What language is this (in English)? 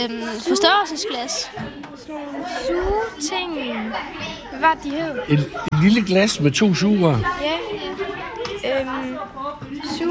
Danish